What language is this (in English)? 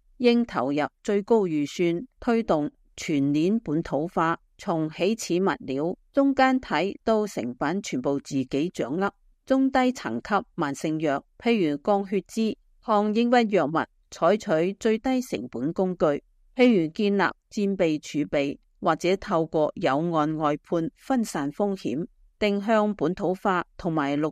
Cantonese